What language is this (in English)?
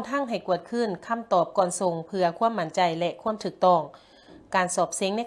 Lao